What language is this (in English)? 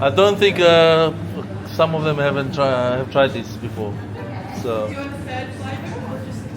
Fijian